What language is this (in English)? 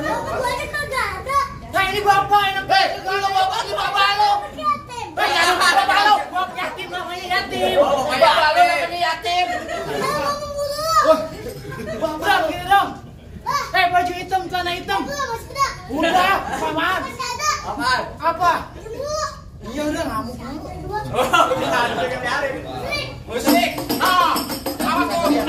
Betawi